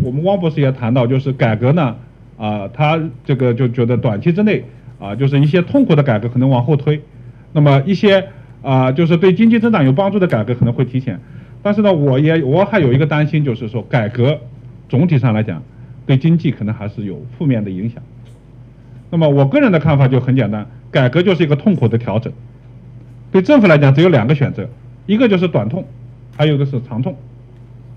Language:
Chinese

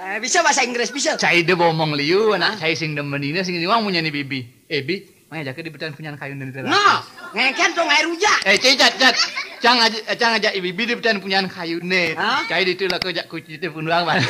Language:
Balinese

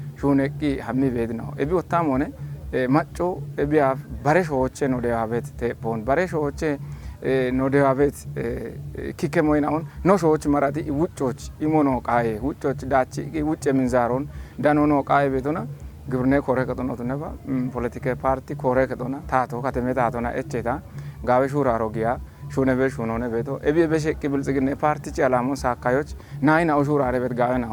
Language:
Kafa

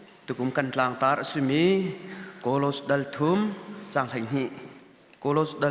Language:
Hakha Chin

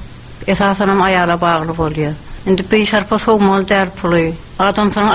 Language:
Turkmen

